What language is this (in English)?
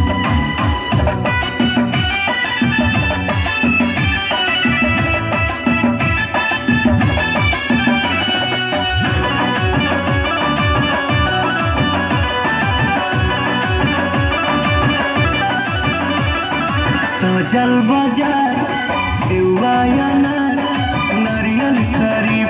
Bhojpuri